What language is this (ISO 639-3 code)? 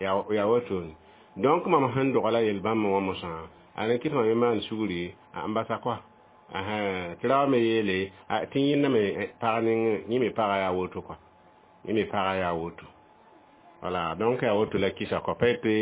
mos